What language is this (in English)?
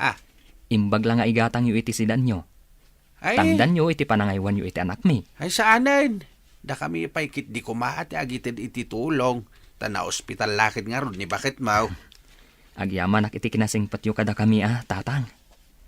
Iloko